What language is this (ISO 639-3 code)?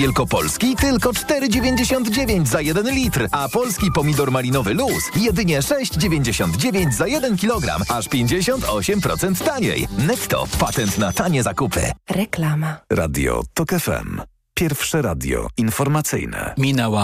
pol